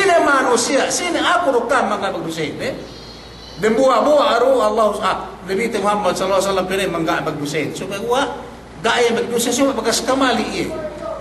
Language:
Yakan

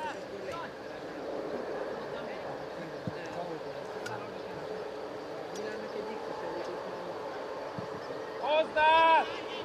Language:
Hungarian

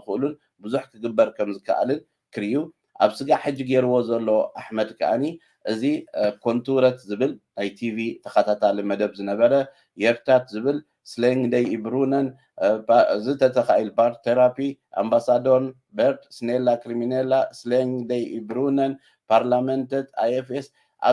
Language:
Tigrinya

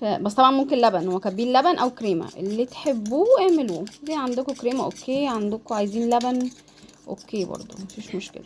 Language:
Egyptian Arabic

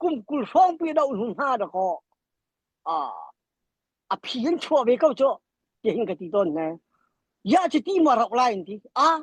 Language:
Hakha Chin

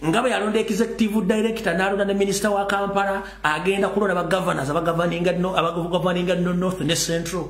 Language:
Ganda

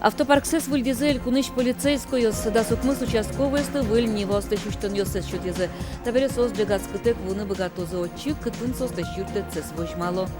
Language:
Udmurt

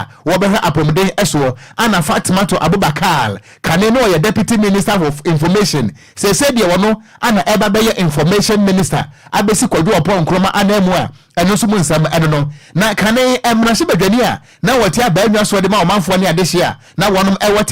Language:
Akan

